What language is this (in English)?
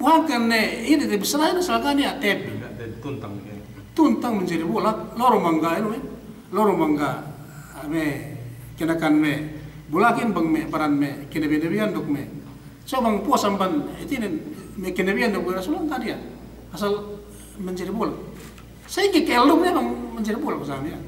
Yakan